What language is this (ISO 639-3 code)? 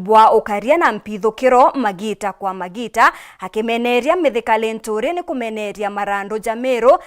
mer